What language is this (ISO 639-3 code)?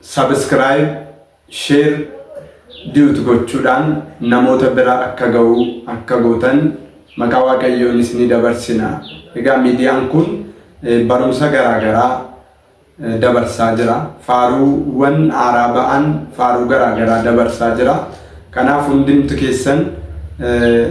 orm